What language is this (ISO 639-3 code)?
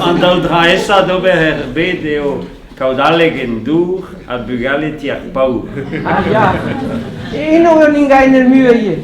bre